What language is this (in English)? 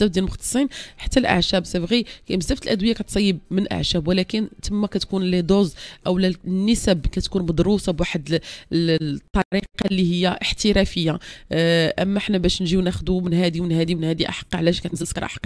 Moroccan Arabic